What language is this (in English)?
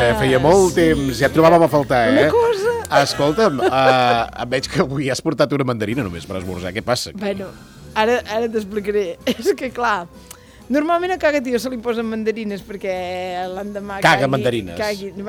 Catalan